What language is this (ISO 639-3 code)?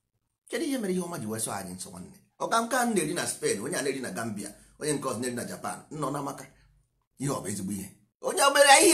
ibo